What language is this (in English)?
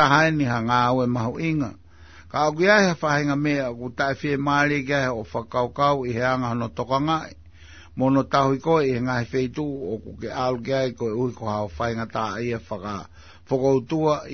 Tongan